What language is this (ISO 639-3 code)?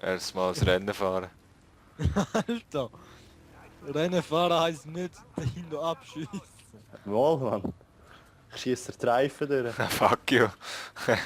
gsw